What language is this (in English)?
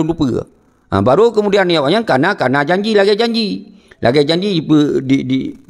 Achinese